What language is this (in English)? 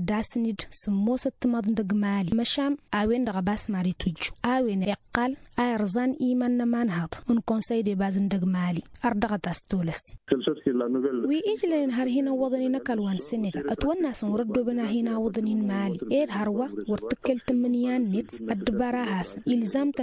Tamasheq